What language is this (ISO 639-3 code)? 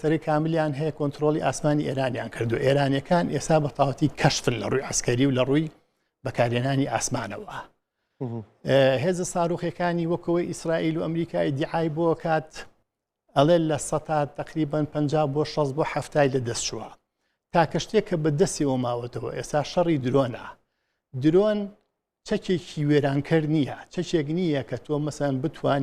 ckb